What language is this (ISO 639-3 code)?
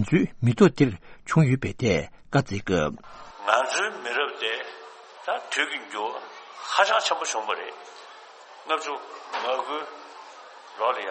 bod